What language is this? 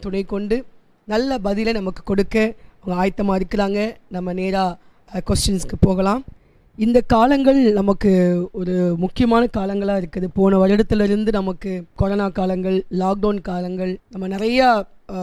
Tamil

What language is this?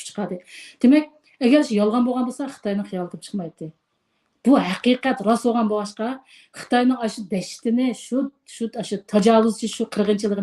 Uyghur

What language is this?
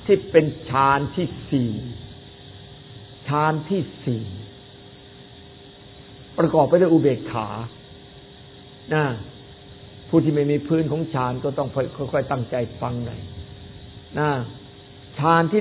Thai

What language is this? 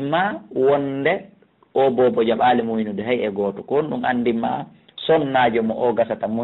Fula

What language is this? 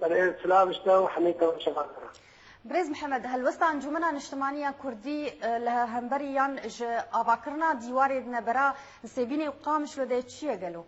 Kurdish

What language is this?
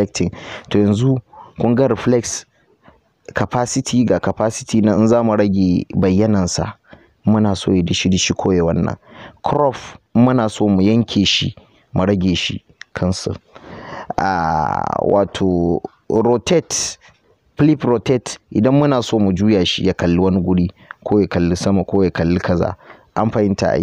Hausa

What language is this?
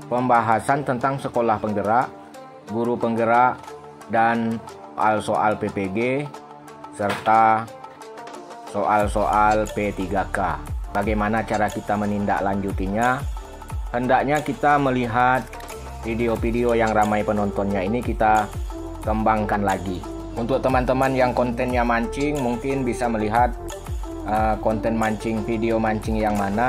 Indonesian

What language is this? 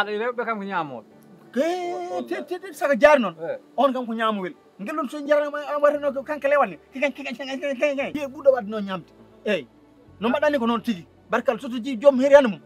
Fula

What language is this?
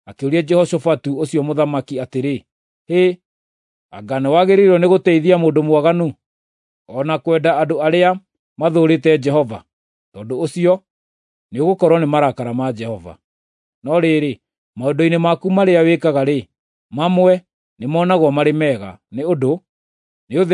Kikuyu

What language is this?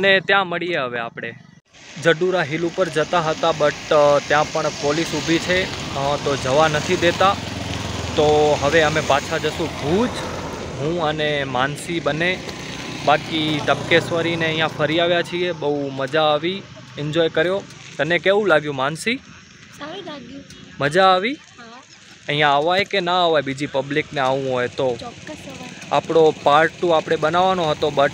Gujarati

